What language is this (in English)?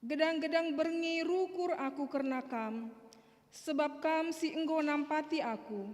Batak Karo